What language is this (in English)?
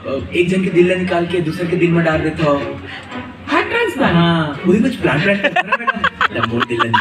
Chhattisgarhi